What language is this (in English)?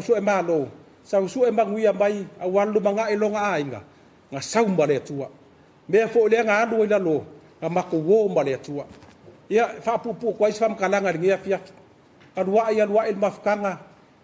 Samoan